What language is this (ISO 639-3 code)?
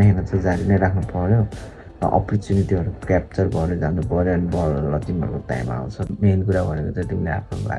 nep